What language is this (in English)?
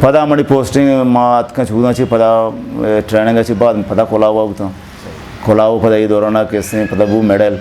Eastern Balochi